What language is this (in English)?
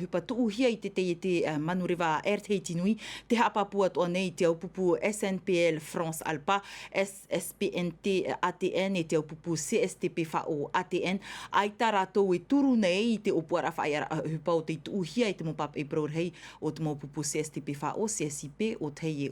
Tahitian